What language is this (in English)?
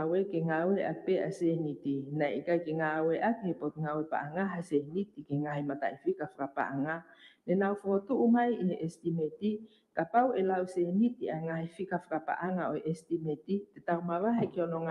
Tongan